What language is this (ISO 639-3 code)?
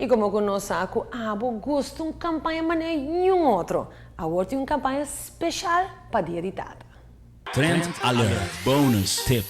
pap